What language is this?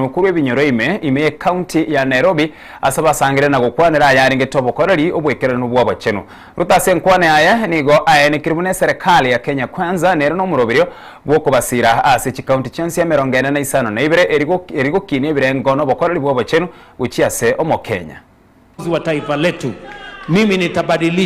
Gusii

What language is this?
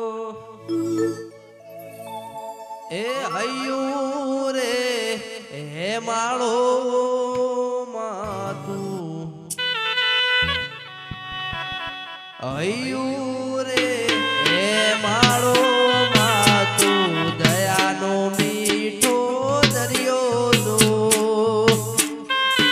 Gujarati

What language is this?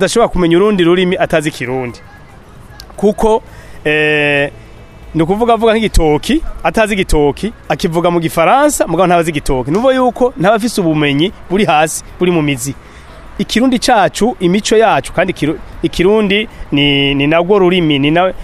Rundi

